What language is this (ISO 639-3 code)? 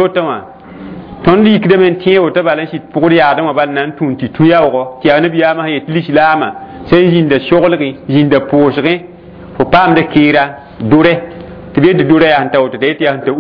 mos